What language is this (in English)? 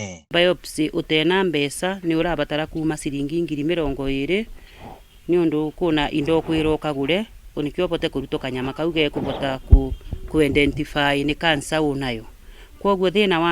Kikuyu